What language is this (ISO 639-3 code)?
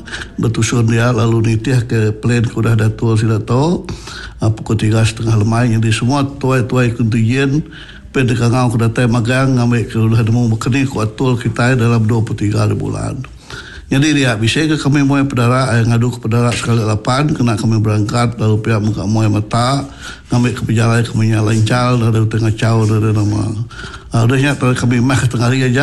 iba